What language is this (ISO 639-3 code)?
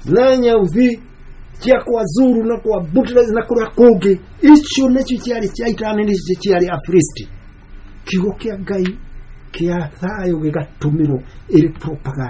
kik